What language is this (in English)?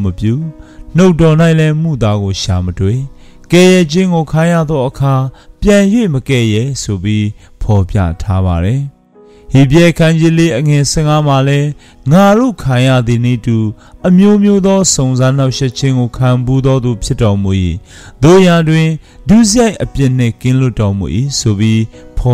Burmese